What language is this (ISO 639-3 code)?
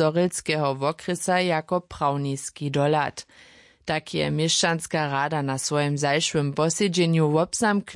hsb